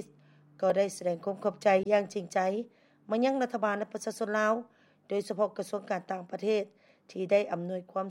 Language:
Lao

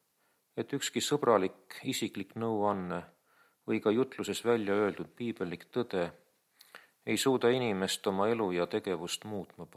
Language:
Estonian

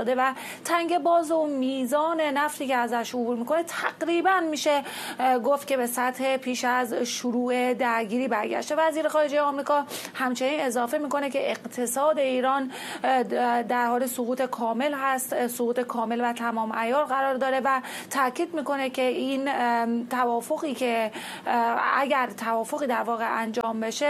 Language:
Persian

